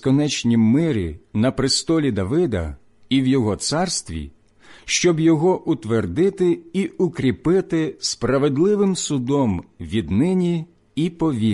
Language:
Ukrainian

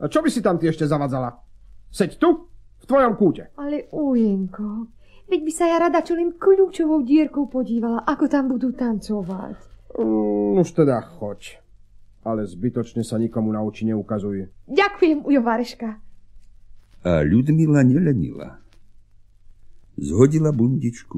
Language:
Slovak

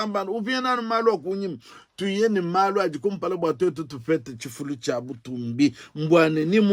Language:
Luba-Lulua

